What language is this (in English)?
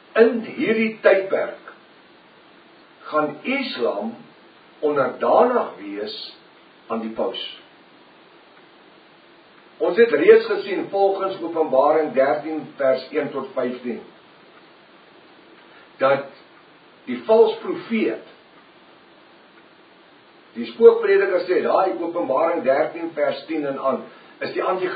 Afrikaans